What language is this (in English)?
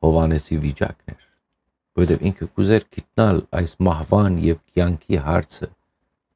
Western Armenian